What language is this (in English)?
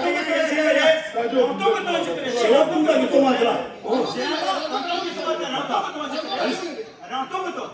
Tibetan